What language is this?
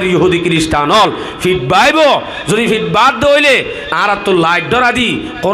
Rohingya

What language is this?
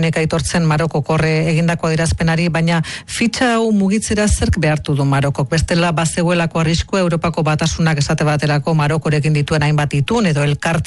Basque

